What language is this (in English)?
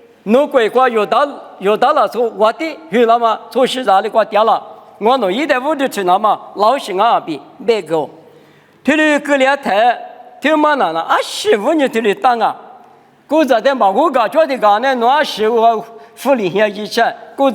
Lisu